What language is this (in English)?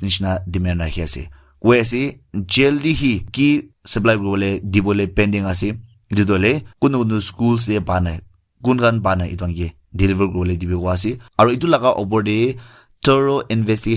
Naga Pidgin